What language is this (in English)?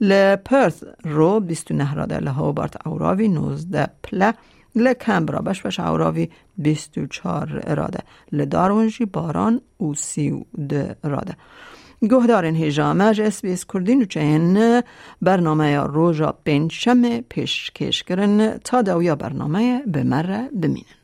Kurdish